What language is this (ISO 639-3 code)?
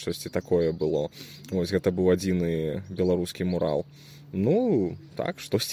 bel